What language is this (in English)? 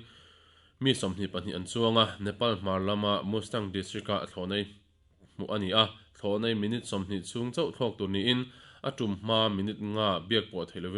Mizo